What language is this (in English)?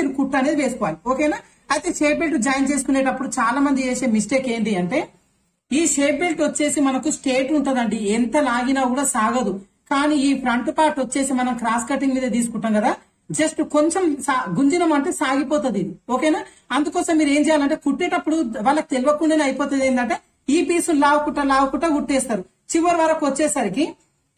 Telugu